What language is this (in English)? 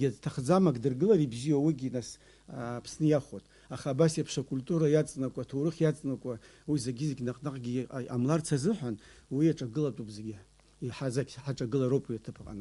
Abkhazian